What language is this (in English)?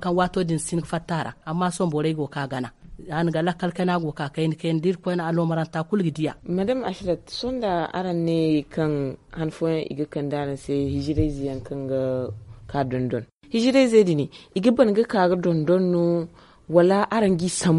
Zarma